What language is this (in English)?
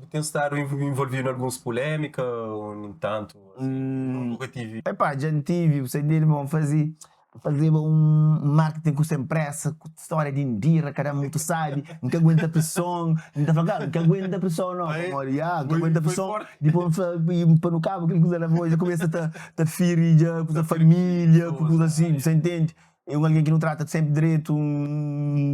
Kabuverdianu